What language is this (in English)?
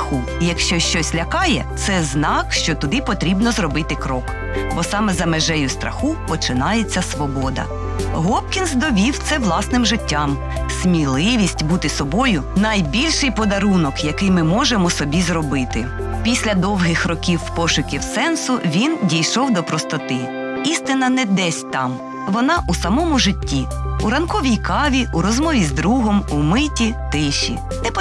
Ukrainian